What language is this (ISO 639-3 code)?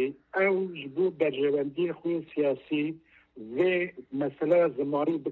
kur